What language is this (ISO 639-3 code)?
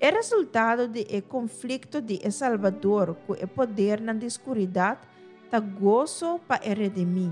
pap